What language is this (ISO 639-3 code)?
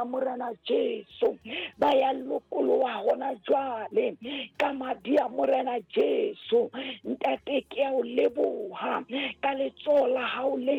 sot